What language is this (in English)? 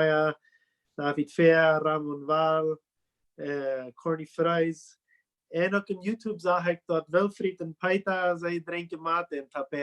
Plautdietsch